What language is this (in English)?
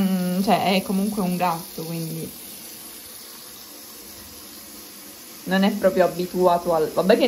Italian